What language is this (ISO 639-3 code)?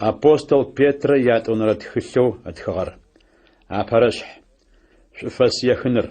ady